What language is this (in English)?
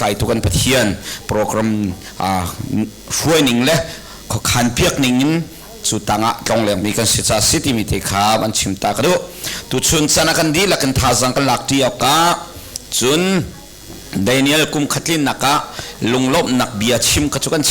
Hakha Chin